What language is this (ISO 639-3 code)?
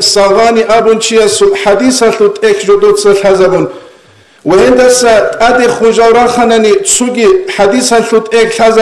ava